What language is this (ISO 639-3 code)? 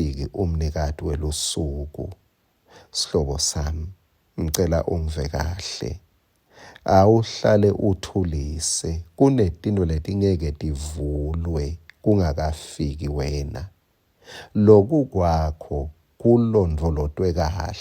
ssw